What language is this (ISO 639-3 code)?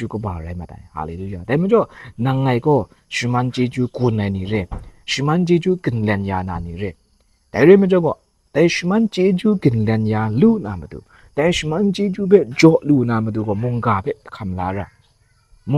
kac